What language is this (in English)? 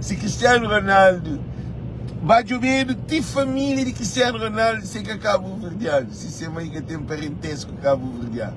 Kabuverdianu